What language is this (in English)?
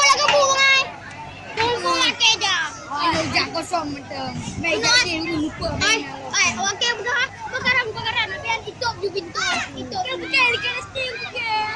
Achinese